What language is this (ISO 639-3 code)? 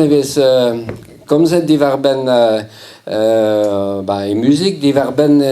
bre